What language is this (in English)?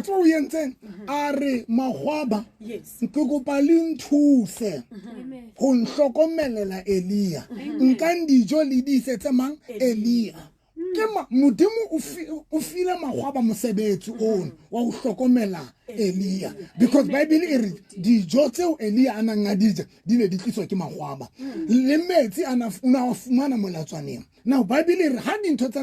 Southern Sotho